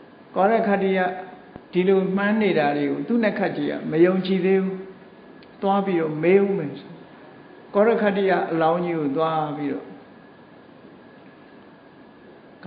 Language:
Burmese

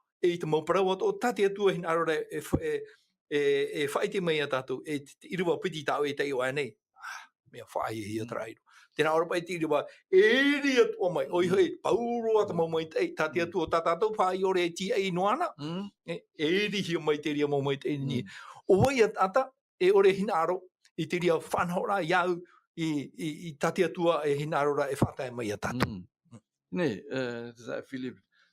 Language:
Tahitian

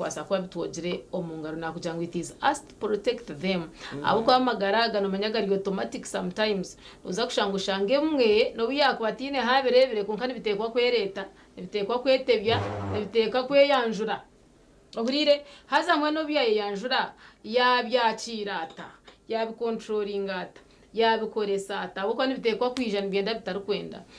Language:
Nyankole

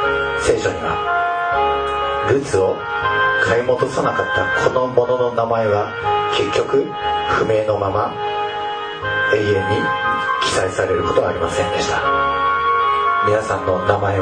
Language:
Japanese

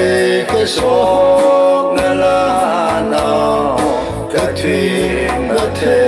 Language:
Tangkhul Naga (India)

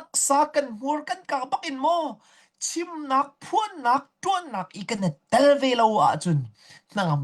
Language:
Hakha Chin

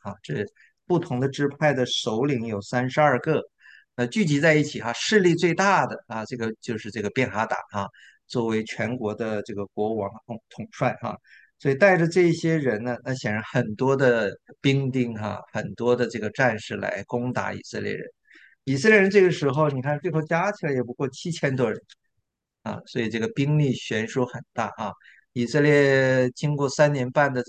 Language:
Chinese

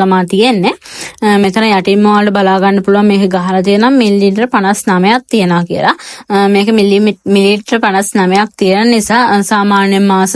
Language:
Sinhala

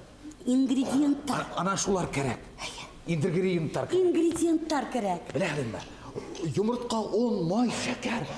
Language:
Bashkir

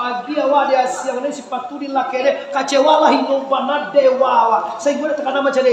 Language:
Minangkabau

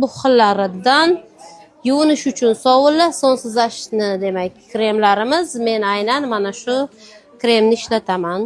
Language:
Uzbek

